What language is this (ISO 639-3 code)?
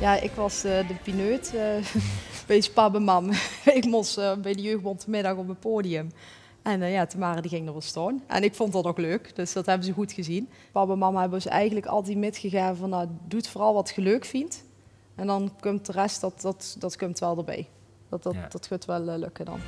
lim